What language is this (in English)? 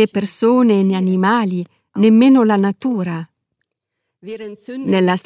Italian